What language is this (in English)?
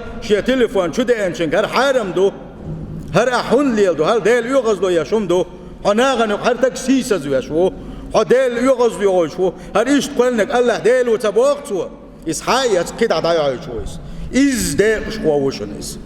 Chechen